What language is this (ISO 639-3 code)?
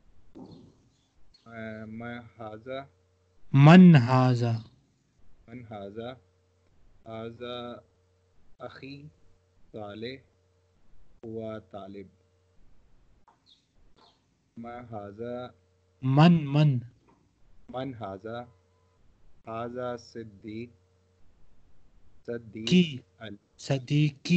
urd